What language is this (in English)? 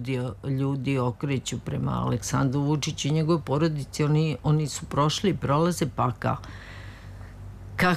Serbian